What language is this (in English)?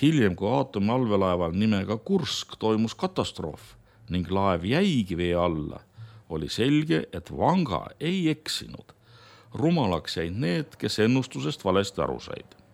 Estonian